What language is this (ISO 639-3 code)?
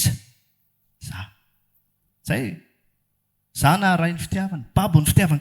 mlg